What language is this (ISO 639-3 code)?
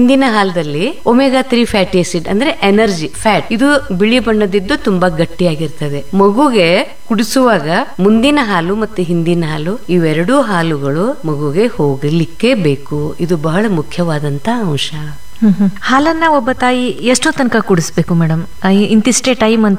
kan